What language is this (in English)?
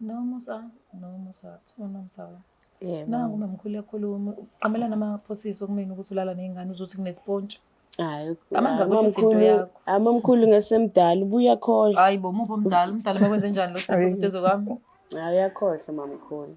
Zulu